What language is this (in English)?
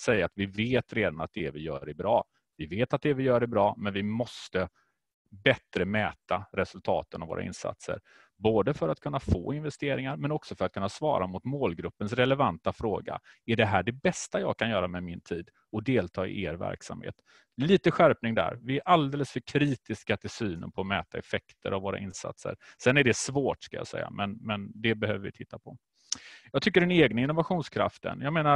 Swedish